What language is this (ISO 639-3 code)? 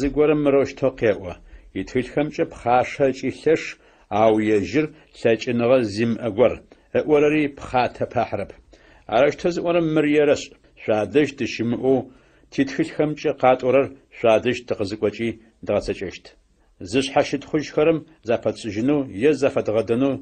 ady